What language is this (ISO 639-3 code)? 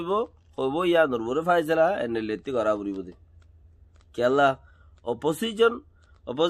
rhg